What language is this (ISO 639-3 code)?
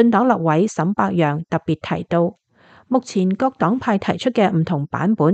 yue